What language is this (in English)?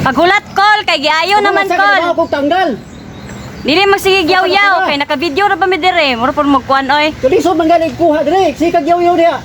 Cebuano